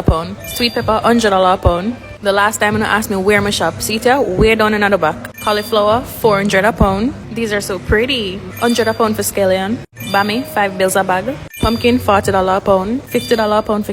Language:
Jamaican Creole English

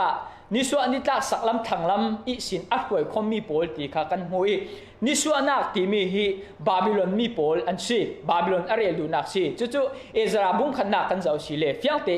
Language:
Falam Chin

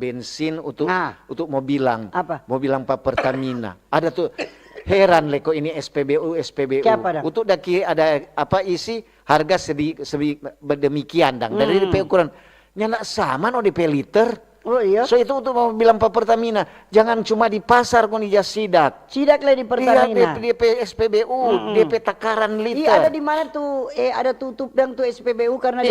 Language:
Manado Malay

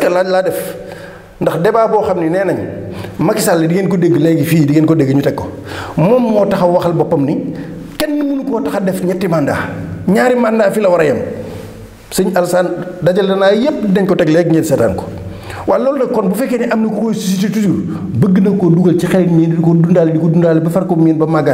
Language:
Wolof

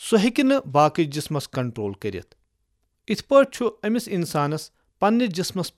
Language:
Kashmiri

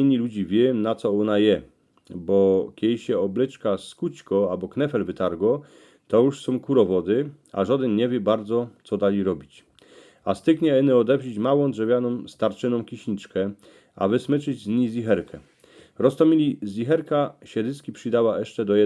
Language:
Silesian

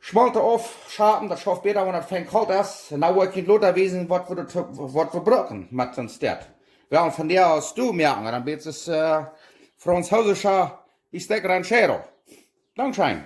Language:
Plautdietsch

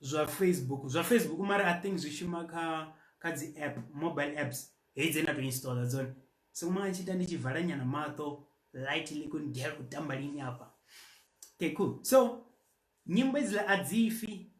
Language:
Venda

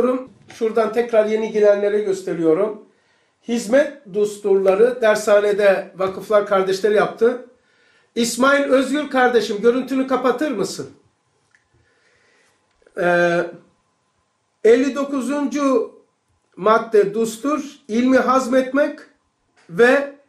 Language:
Turkish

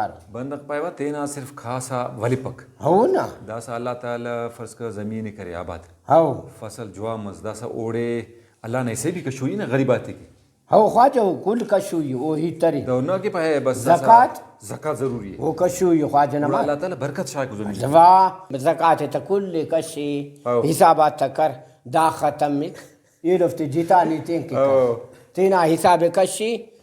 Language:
Brahui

